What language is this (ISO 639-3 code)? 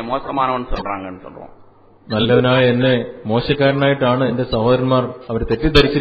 mal